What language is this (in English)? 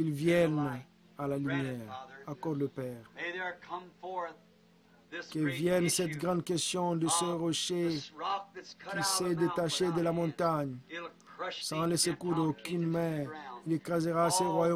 French